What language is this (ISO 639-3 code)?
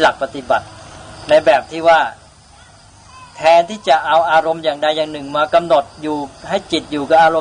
tha